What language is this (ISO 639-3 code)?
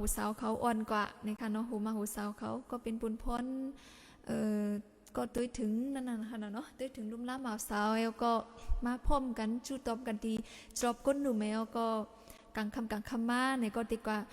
shn